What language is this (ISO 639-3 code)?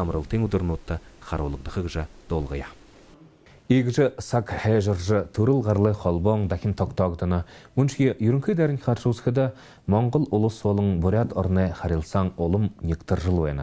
bua